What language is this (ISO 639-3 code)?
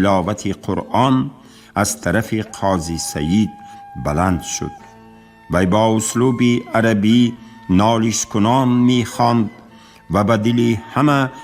tgk